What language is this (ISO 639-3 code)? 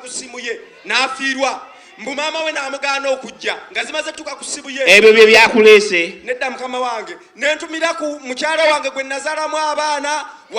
lug